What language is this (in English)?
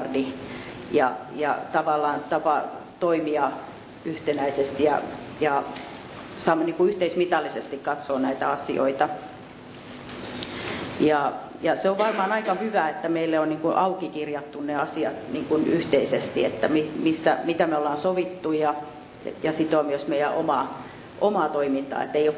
Finnish